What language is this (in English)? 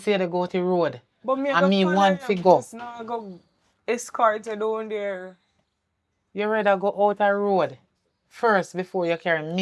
Jamaican Creole English